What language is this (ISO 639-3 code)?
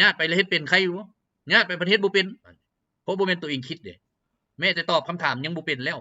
lao